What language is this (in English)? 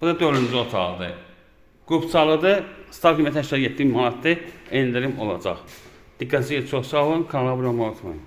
Azerbaijani